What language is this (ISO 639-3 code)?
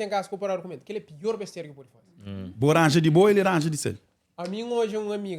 kea